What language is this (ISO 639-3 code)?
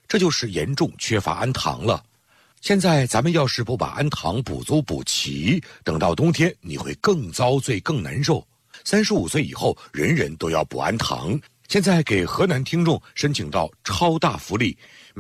zho